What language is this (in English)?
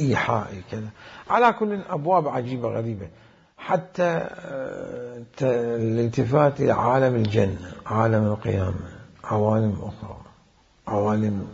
Mesopotamian Arabic